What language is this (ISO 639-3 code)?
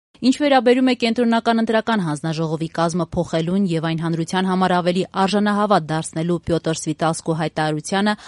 hye